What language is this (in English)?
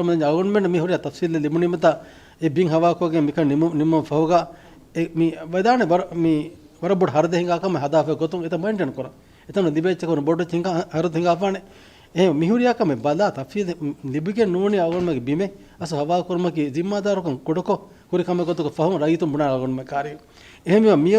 Divehi